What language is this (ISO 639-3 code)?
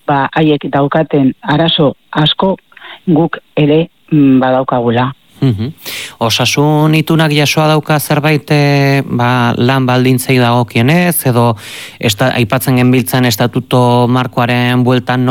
eus